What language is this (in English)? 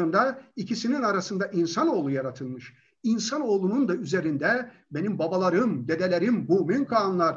Turkish